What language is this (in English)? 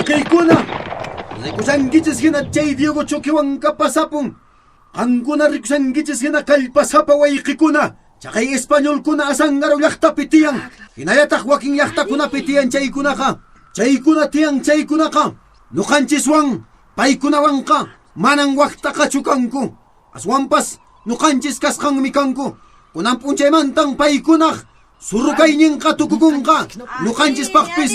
Quechua